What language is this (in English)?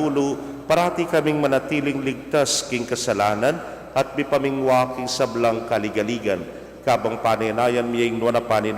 Pampanga